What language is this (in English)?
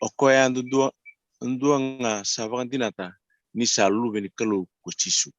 Fijian